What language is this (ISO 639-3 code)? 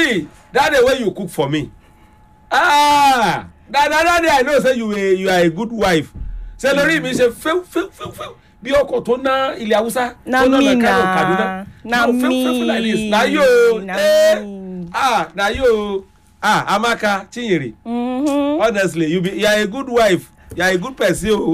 pcm